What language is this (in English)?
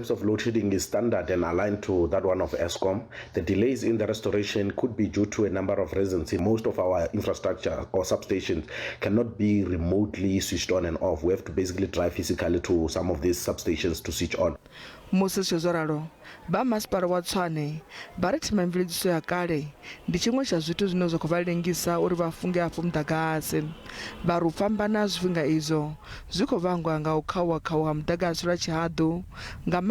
Venda